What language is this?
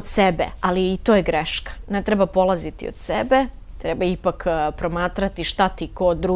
Bosnian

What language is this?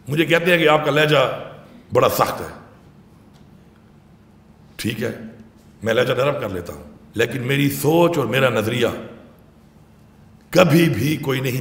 Urdu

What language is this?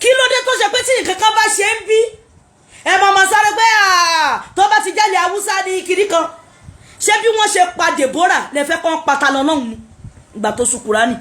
Yoruba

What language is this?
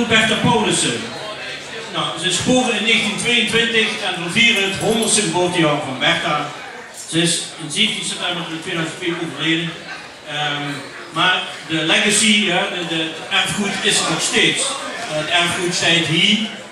Limburgish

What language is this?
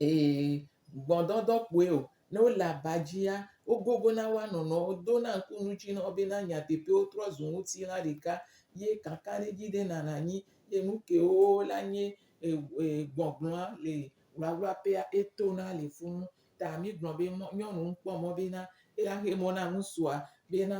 Gen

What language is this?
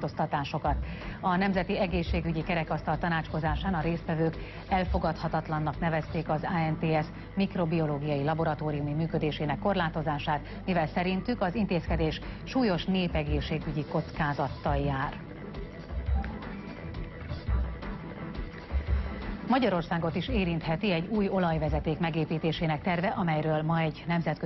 Hungarian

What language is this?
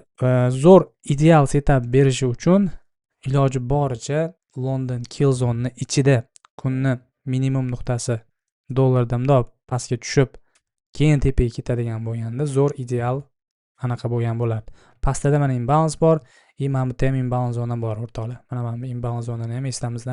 Uzbek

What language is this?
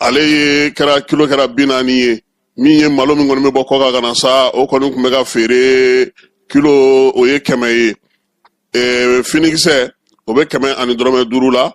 Bambara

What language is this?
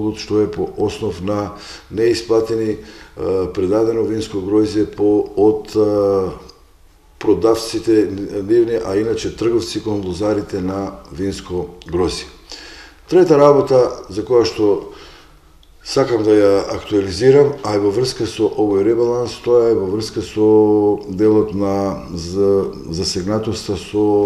Macedonian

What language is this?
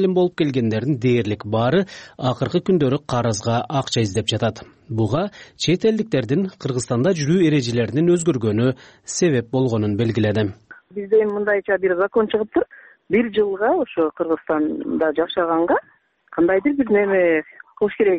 Kyrgyz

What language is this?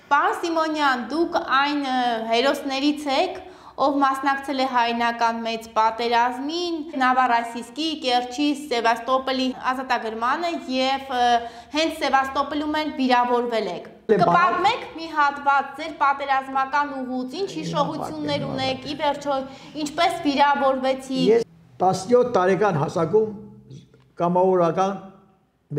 Armenian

